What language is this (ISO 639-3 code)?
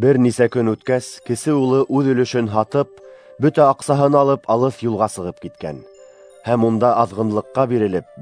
bak